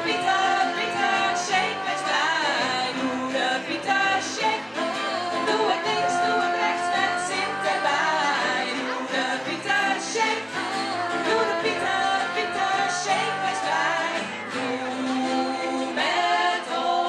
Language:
Dutch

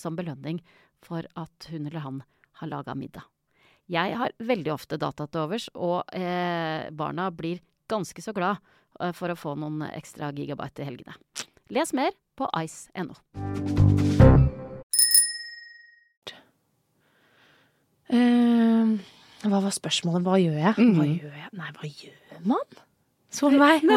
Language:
Norwegian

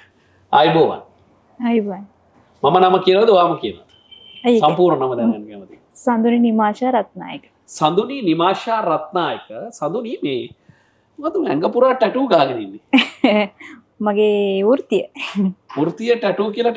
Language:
Sinhala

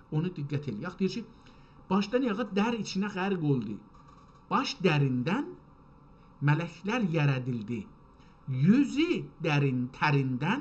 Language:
South Azerbaijani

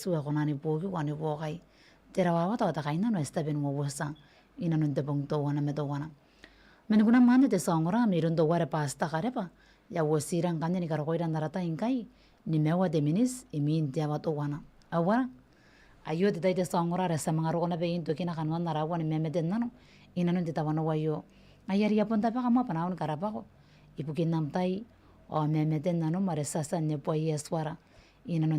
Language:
Gilbertese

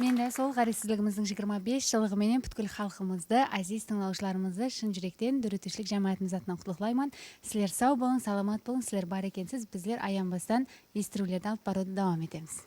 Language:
Kara-Kalpak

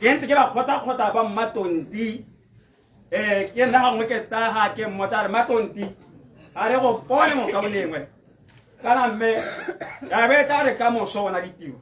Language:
Tswana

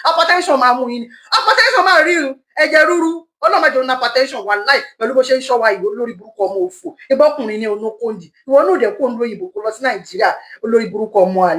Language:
Yoruba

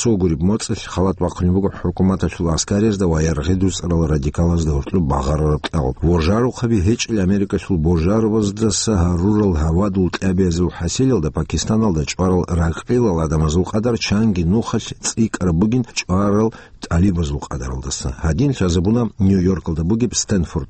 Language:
Avaric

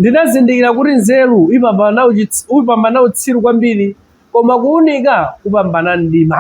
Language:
Nyanja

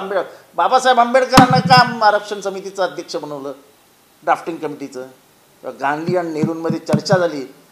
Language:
Marathi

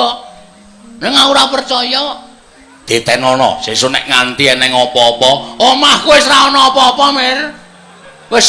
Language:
Javanese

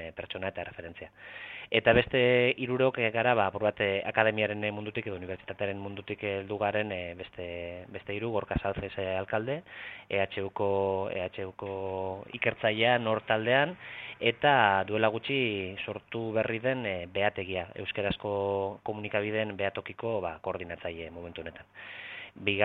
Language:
Basque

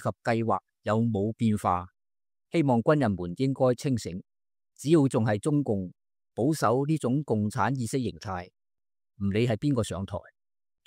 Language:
Cantonese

